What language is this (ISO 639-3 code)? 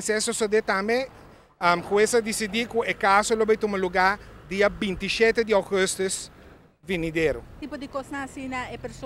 pap